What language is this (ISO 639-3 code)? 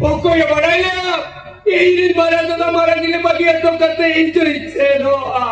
sat